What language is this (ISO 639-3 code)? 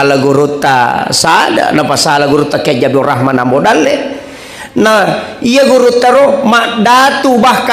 bug